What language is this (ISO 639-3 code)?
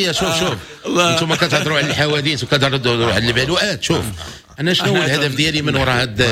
ary